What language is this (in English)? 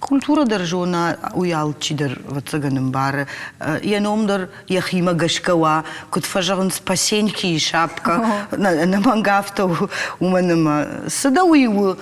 Ossetic